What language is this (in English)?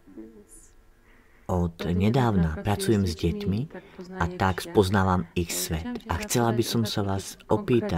Slovak